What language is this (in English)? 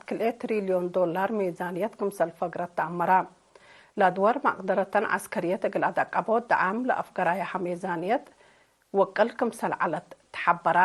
Tigre